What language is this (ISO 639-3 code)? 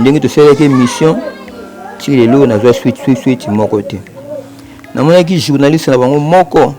lin